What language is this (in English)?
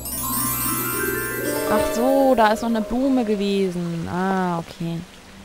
German